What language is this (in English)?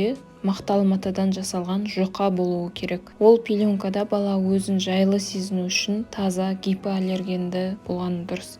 Kazakh